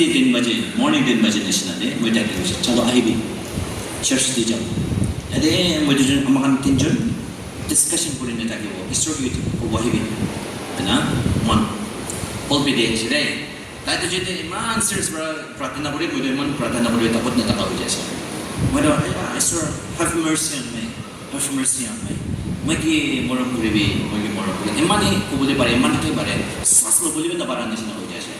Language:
Naga Pidgin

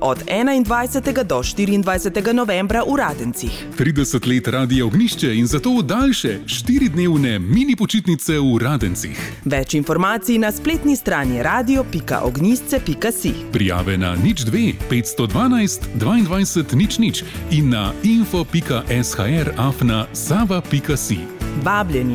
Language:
Slovenian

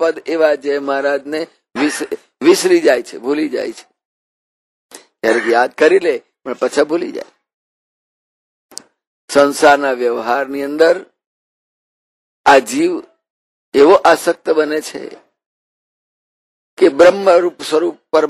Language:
Gujarati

